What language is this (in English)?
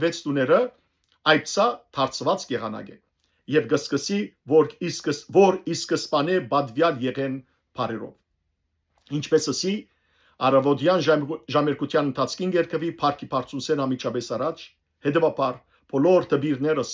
Western Armenian